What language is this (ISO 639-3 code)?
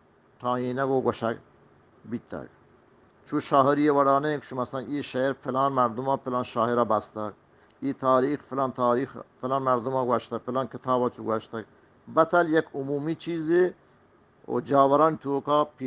bgp